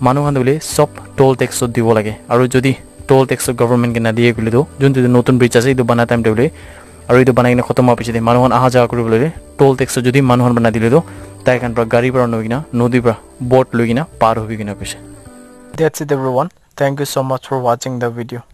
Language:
Naga Pidgin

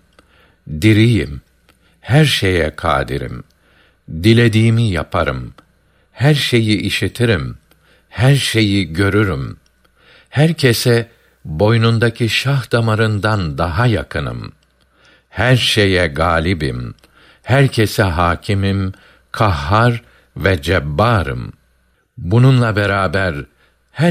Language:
Turkish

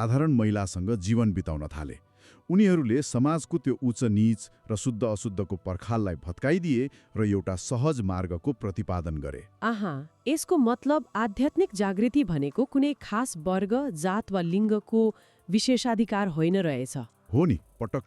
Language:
Nepali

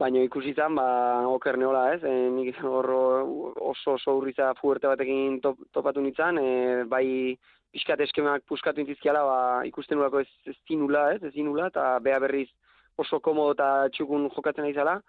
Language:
Basque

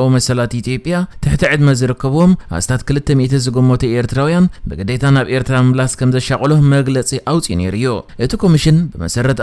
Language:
Tigrinya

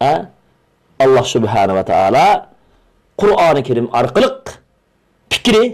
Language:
Uyghur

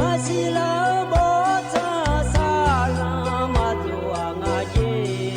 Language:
Akha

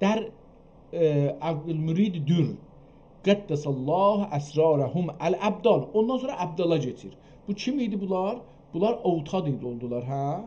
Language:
South Azerbaijani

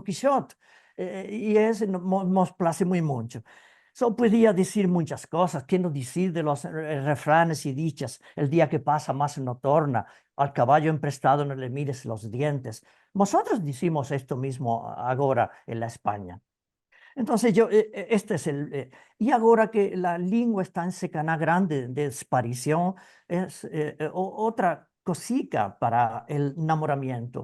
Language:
Ladino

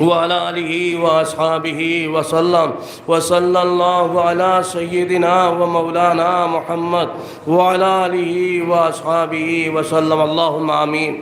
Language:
Sylheti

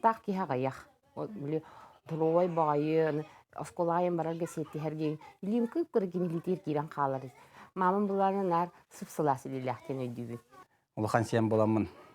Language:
Yakut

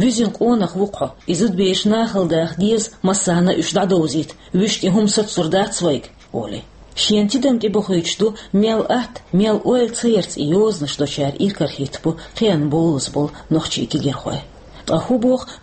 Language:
Chechen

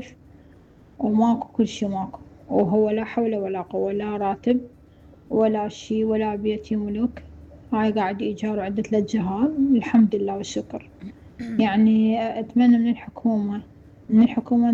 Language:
Mesopotamian Arabic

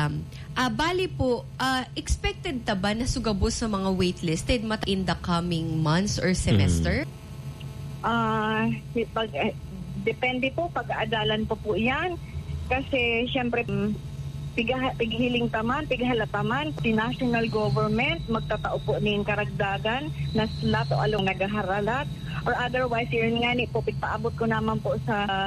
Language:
Bikol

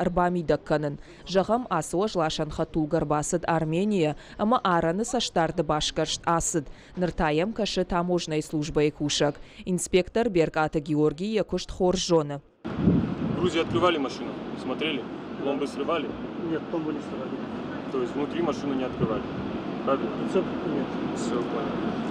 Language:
Ossetic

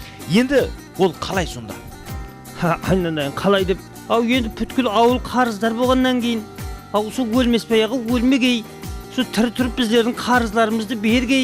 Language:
Kara-Kalpak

